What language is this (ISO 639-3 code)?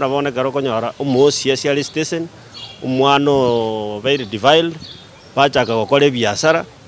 guz